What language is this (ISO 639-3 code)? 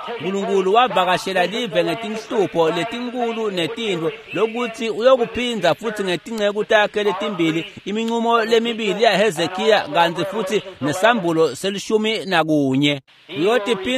ssw